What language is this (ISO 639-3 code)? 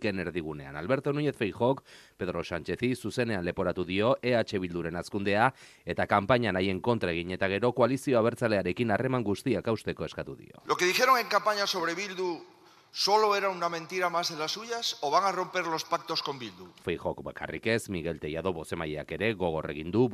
eus